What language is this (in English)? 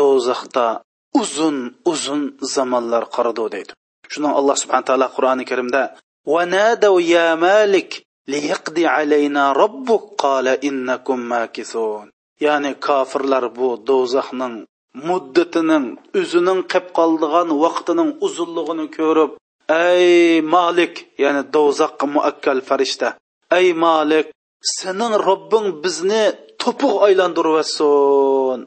Uyghur